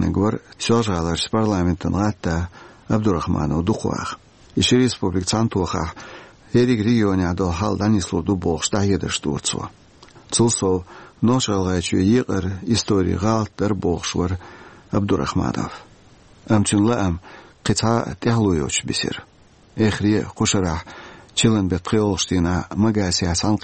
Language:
Chechen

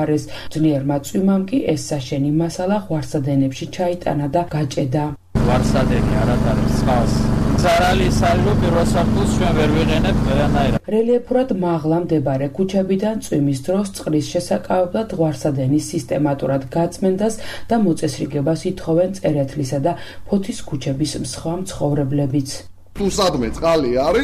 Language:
Georgian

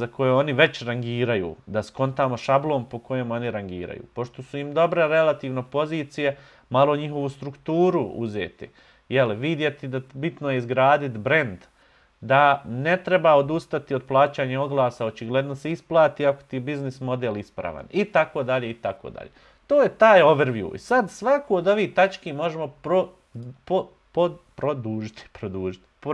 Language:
Bosnian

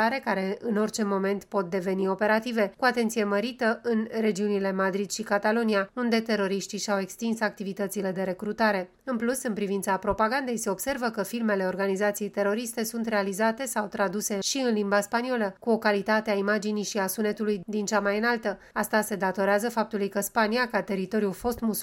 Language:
Romanian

